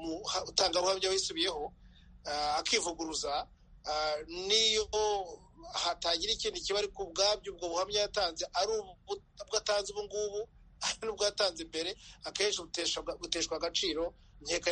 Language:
Kinyarwanda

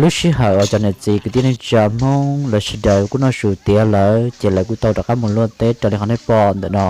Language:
Hmong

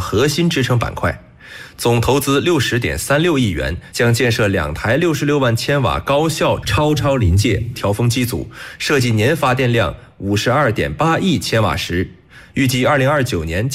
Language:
Chinese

